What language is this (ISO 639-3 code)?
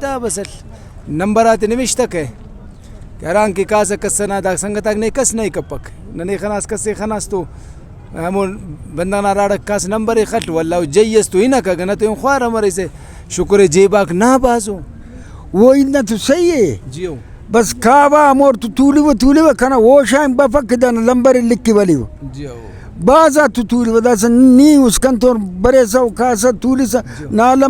brh